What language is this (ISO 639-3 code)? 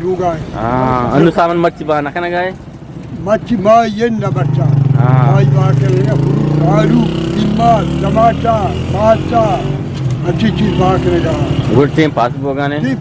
bgp